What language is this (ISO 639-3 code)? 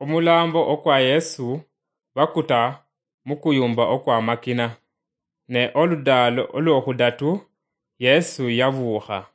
luy